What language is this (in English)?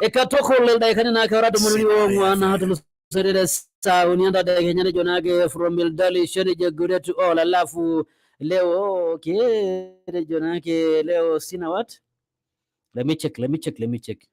Masai